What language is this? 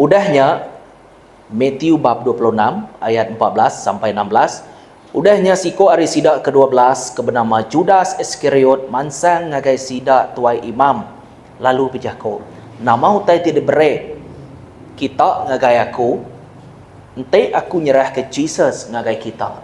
Iban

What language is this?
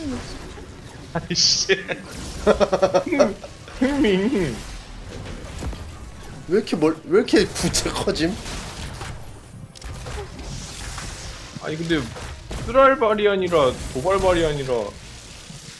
Korean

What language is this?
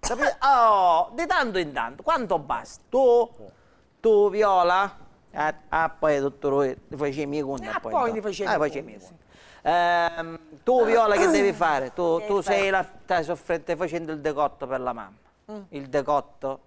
Sicilian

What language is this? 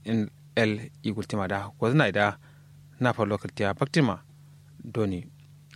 Kanuri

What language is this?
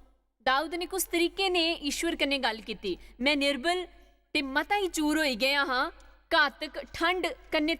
Dogri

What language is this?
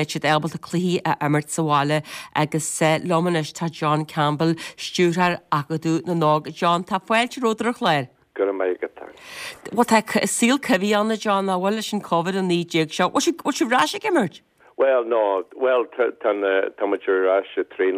Irish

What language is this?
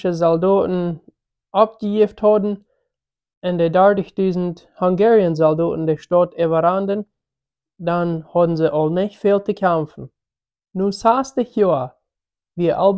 Plautdietsch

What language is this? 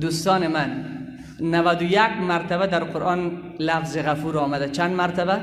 Persian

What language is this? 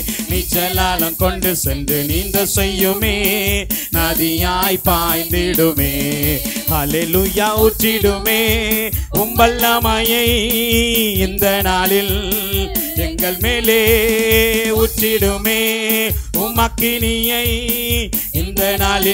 Tamil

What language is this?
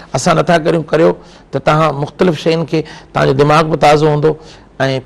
Sindhi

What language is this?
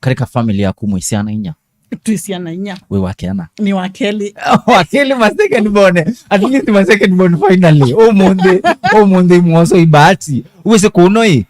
Kamba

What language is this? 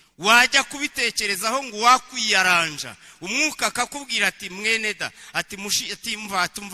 Kinyarwanda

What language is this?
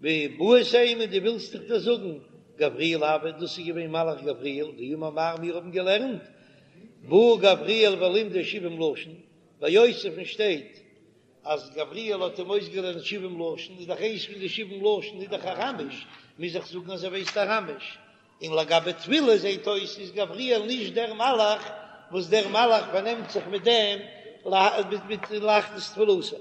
Yiddish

